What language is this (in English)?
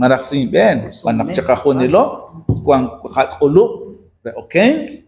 Kekchí